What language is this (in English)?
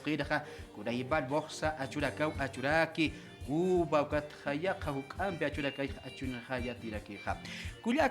Aymara